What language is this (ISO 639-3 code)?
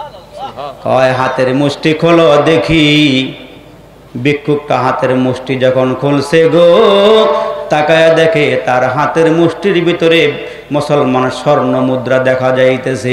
ben